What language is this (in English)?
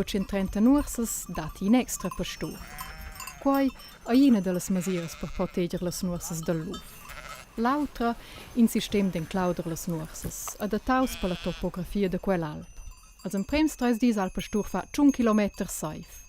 Romansh